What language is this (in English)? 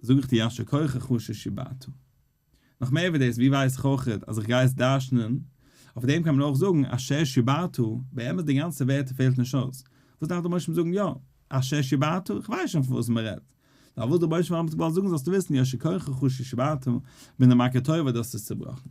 Yiddish